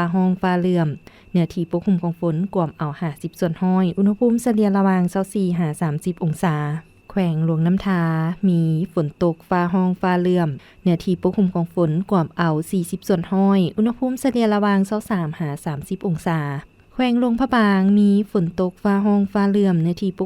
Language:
Lao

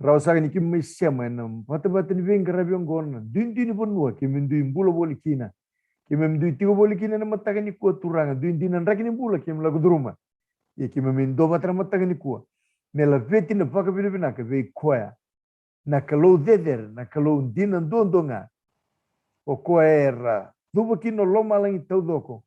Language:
Fijian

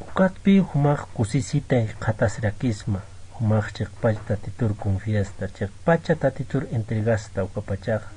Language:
Aymara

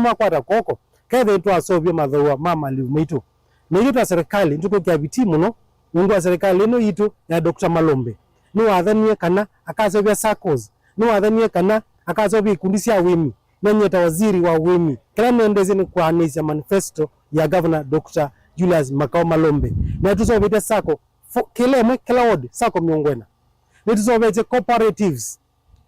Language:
Kamba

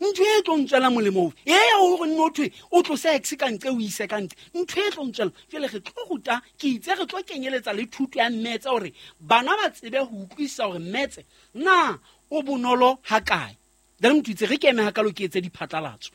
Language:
Southern Sotho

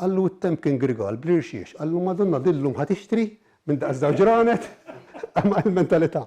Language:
Maltese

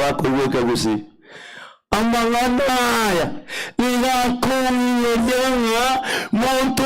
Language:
Gusii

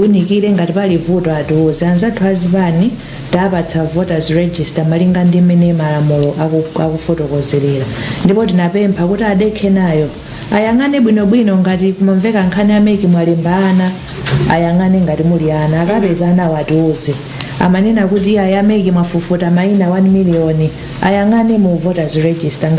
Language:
Nyanja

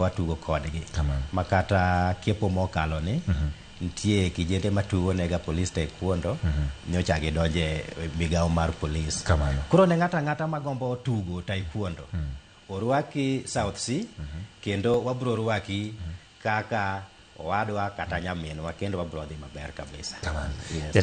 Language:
Luo (Kenya and Tanzania)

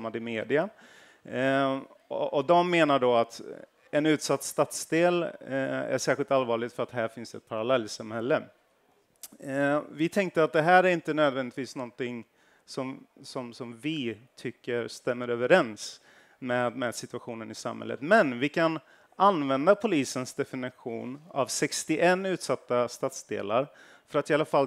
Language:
Swedish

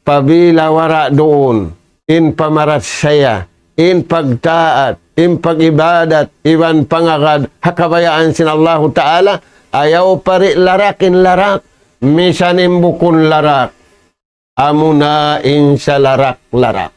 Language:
Tausug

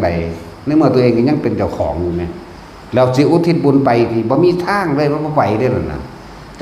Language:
Northeastern Thai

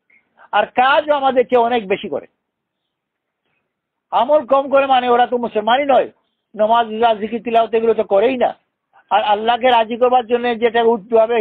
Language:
Bangla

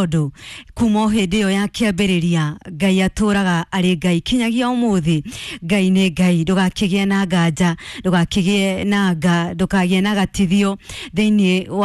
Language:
Kikuyu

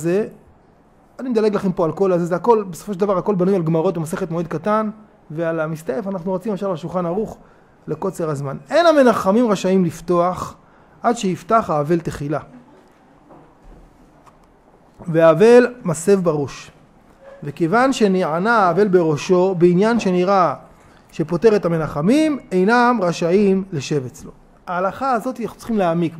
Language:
Hebrew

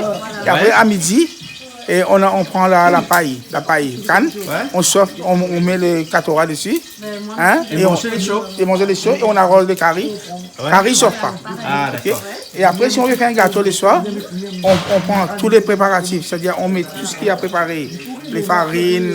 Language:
Réunion Creole French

